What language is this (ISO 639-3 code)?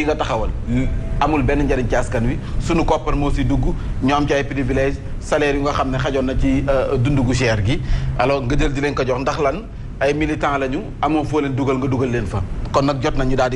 wol